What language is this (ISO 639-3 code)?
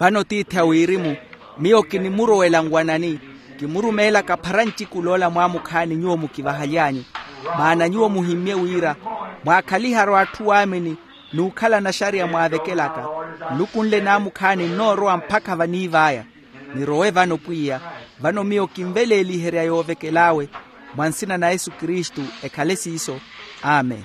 vmw